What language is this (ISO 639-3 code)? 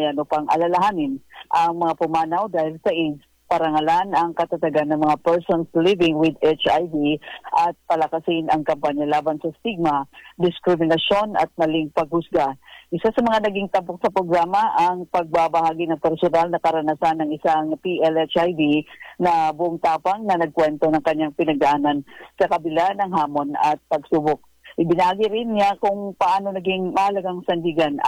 fil